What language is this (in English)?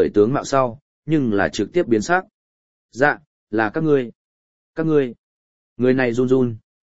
Vietnamese